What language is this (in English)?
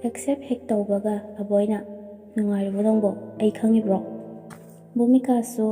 Manipuri